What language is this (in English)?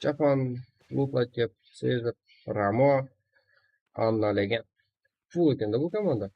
Kara-Kalpak